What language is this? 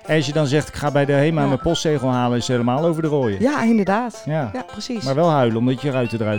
Dutch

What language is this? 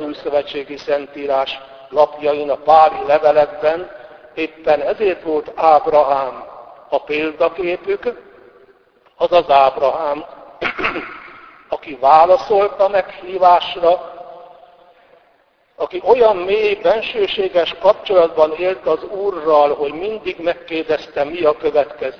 Hungarian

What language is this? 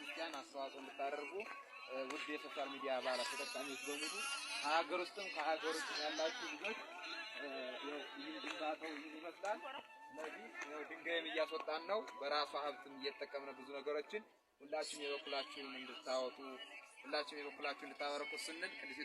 Amharic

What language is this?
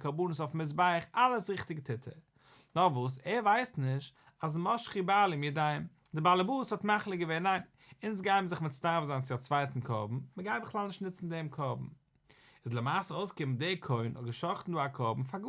Yiddish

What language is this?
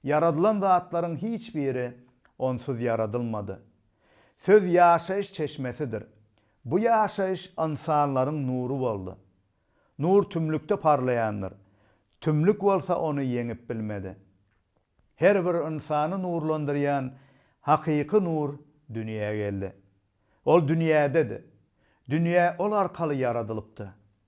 Turkmen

